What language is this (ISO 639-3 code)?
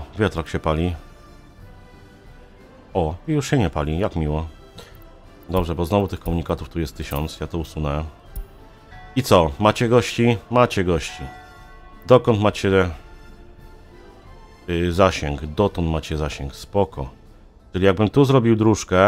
pol